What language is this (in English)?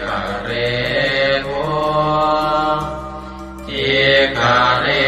Pali